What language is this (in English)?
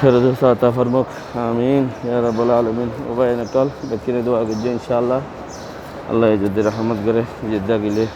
Rohingya